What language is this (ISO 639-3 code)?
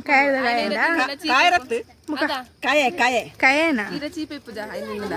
tcy